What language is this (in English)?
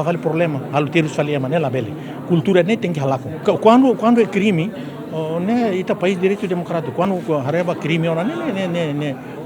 Tetum